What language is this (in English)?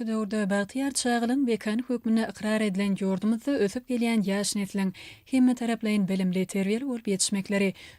Turkmen